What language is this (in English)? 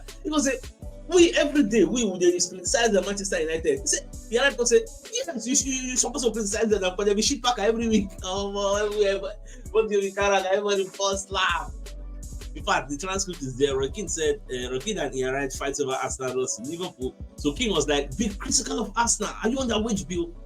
Nigerian Pidgin